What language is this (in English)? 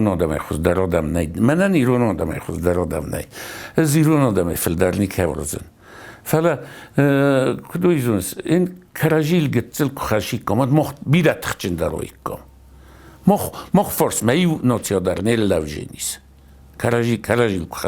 Ossetic